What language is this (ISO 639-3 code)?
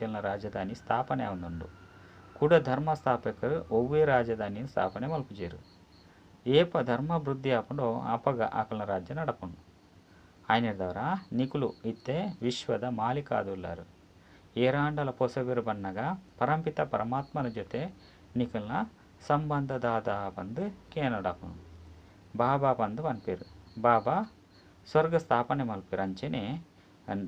tcy